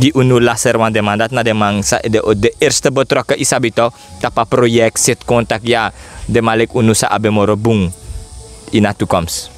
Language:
Sranan Tongo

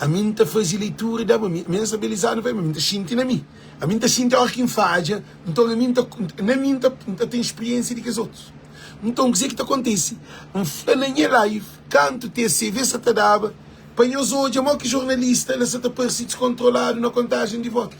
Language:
Kabuverdianu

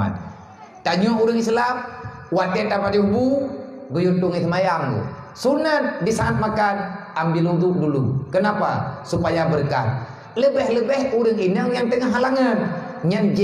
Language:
Achinese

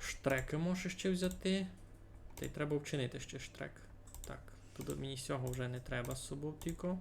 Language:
Rusyn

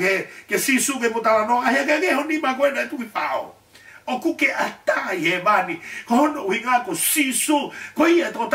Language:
Tongan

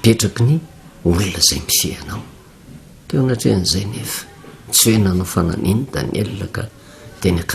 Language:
Malagasy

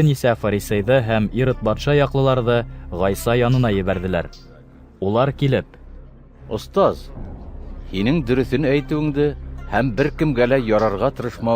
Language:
Bashkir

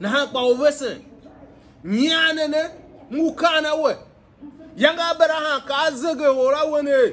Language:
Tiv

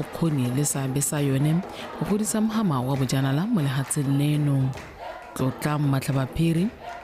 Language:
Tswana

